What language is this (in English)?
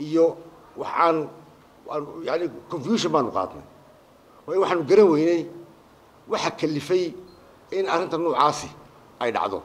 Somali